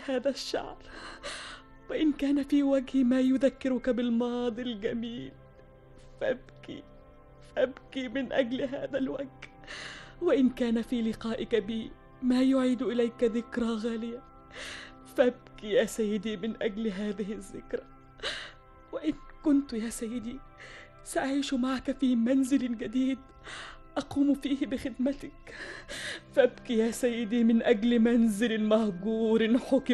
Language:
Arabic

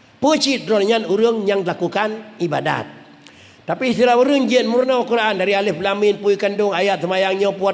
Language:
Achinese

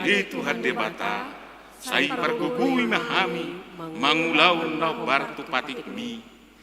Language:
Batak Toba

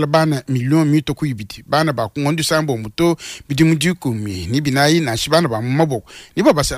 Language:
Luba-Lulua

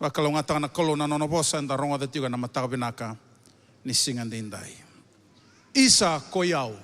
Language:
Fijian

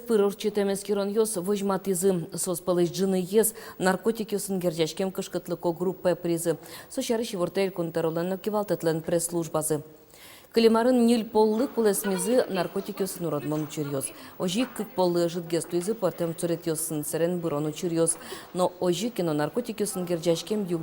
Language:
Udmurt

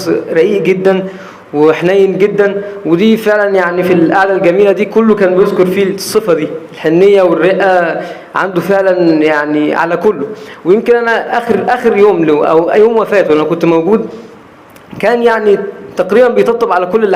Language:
Egyptian Arabic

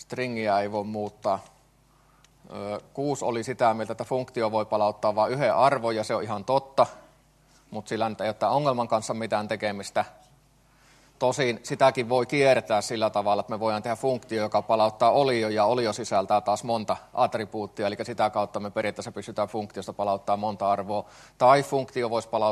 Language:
Finnish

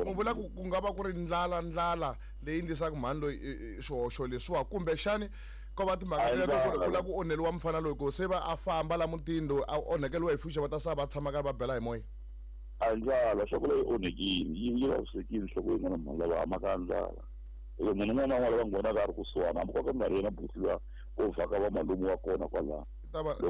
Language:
Tsonga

